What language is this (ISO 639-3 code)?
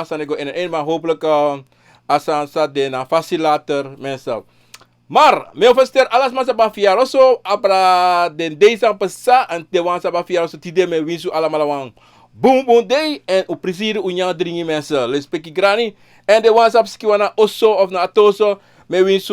srn